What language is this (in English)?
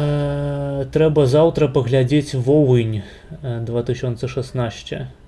Belarusian